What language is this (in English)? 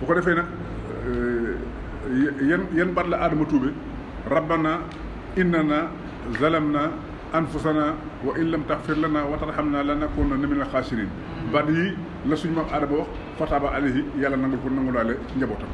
Wolof